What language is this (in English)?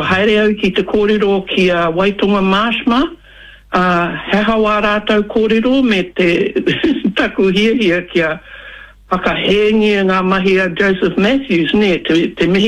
Māori